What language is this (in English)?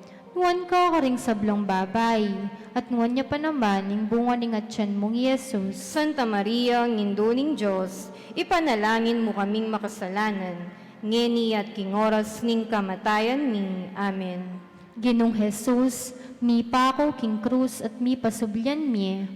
Pampanga